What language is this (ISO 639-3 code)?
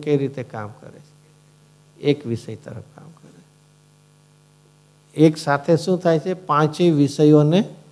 guj